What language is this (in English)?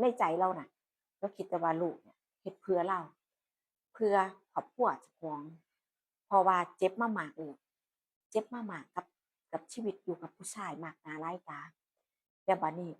Northeastern Thai